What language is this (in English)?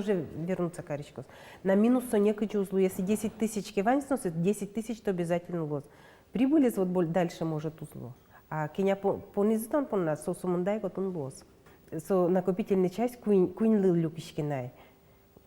Udmurt